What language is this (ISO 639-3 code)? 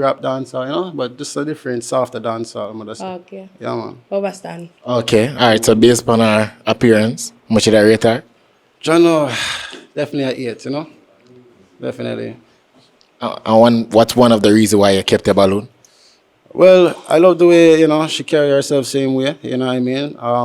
jam